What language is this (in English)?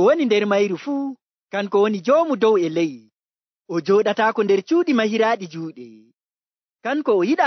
Nigerian Fulfulde